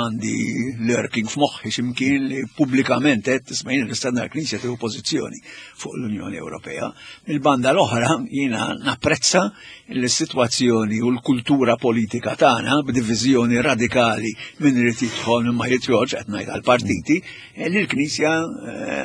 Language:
Maltese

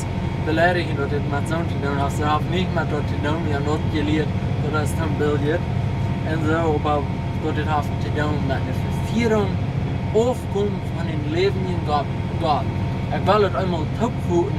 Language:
Plautdietsch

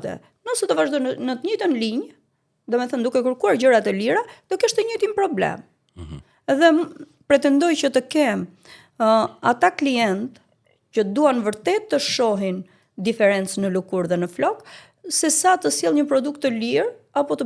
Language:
Albanian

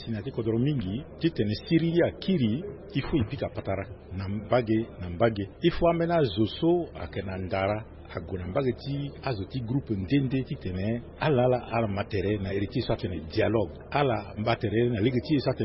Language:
Sango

